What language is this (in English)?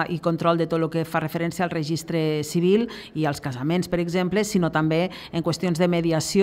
Catalan